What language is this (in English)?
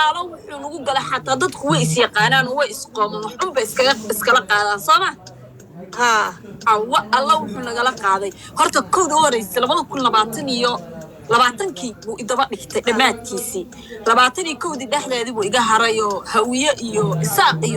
Somali